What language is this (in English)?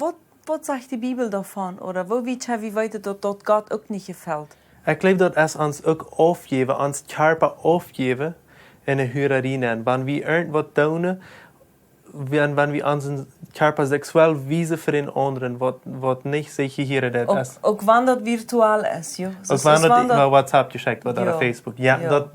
Plautdietsch